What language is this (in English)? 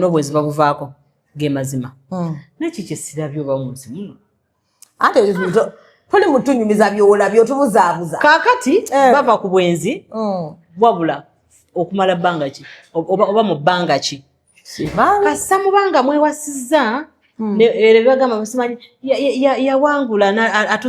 Ganda